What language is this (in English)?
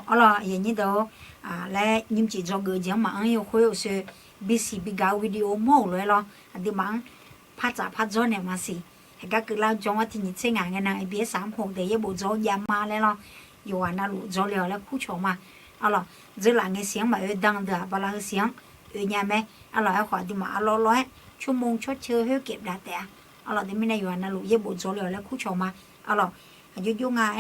Akha